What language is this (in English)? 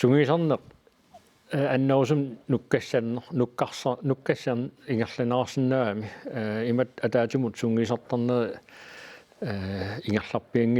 Kalaallisut